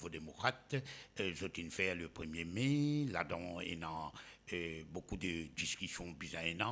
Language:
Morisyen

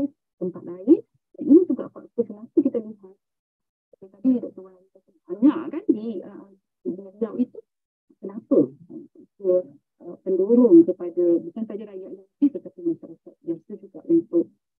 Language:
Malay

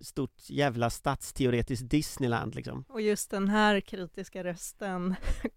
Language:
Swedish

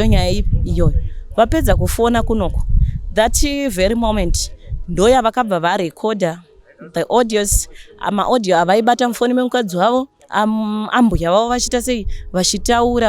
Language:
Shona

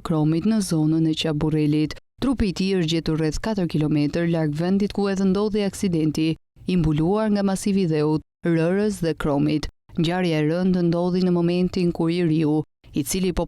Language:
Albanian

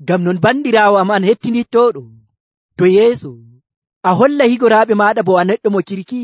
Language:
Nigerian Fulfulde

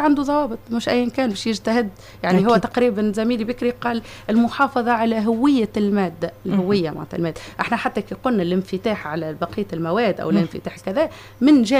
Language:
Tunisian Arabic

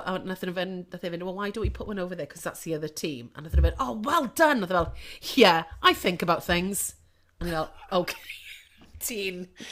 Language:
Welsh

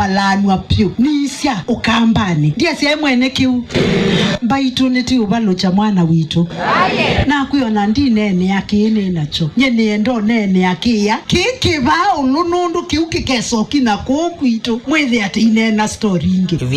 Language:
Kamba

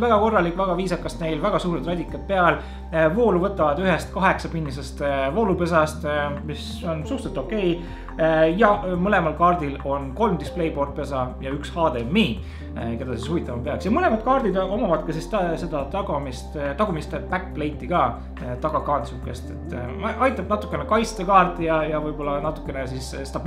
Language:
Estonian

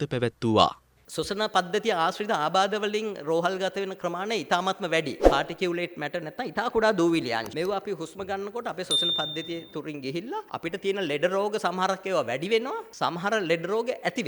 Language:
Sinhala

